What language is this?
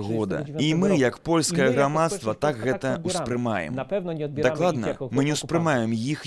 Belarusian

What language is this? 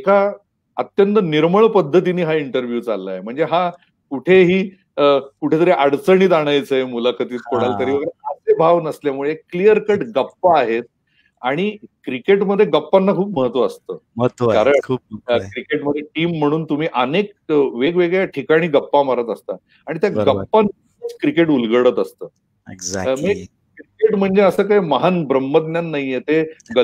Marathi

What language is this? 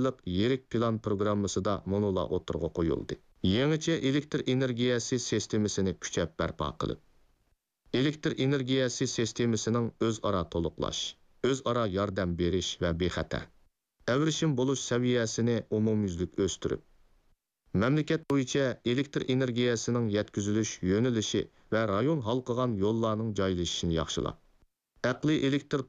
Uyghur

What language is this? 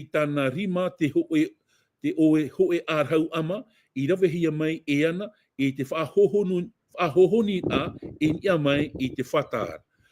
Tahitian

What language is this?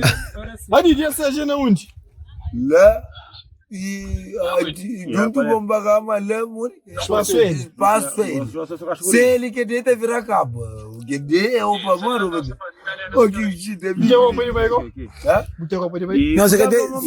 Kabuverdianu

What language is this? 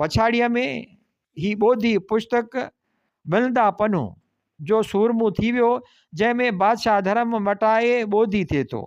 Sindhi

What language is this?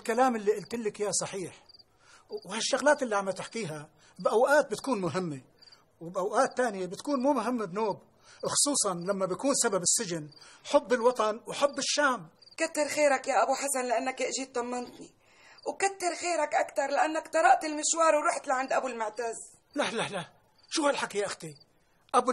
North Levantine Arabic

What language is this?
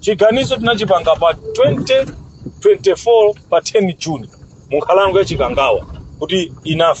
Nyanja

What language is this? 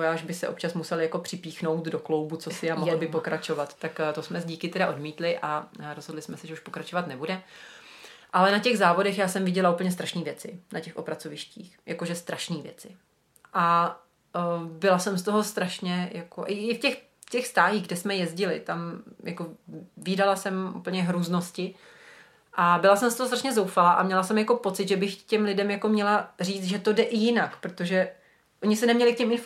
Czech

